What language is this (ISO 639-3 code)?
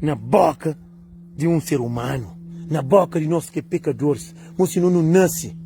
kea